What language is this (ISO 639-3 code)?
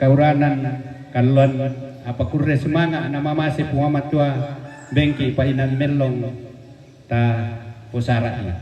sda